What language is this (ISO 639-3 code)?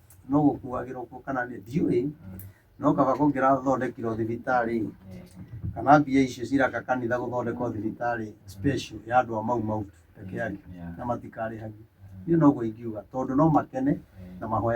kik